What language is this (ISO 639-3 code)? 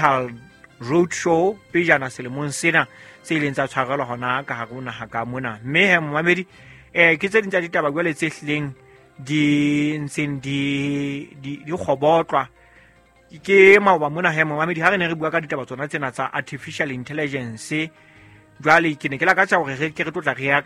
sot